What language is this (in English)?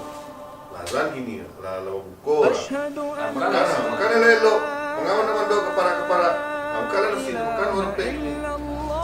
Minangkabau